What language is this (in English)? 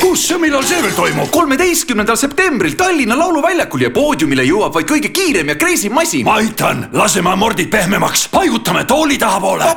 Estonian